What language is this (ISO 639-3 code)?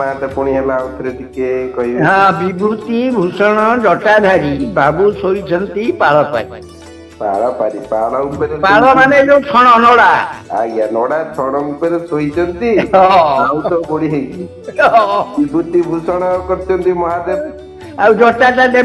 ori